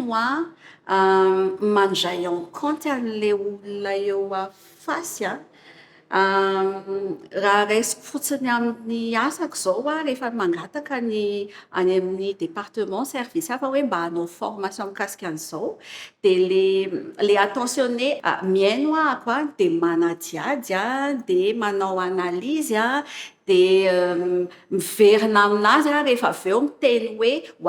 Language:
Malagasy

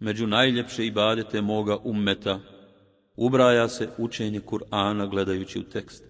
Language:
Bosnian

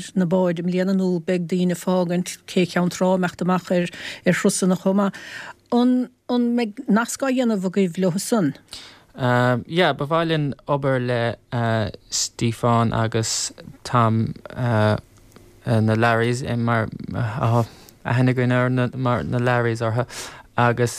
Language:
Irish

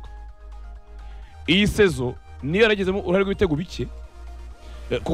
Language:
Kinyarwanda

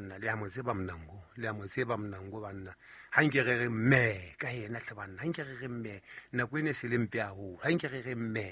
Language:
Southern Sotho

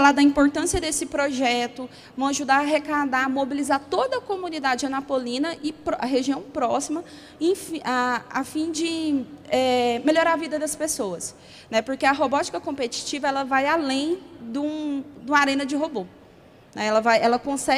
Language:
Portuguese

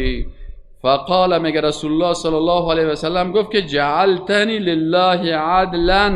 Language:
Persian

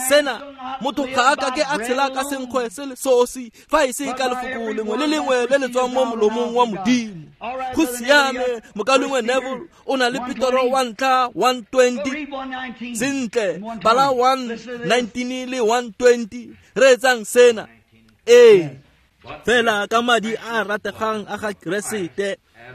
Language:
Tswana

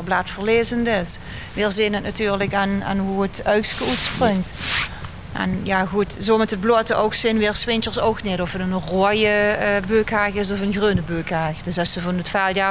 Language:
Limburgish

